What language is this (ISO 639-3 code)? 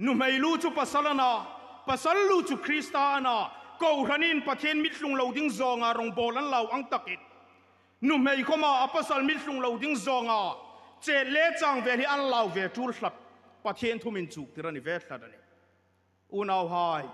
hmr